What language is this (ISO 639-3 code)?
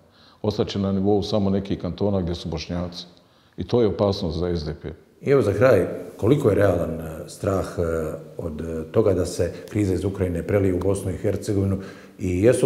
bos